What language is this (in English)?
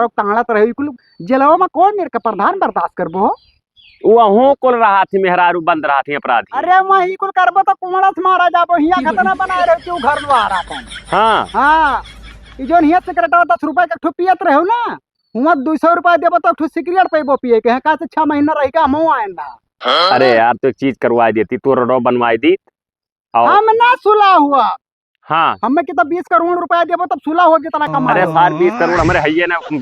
Awadhi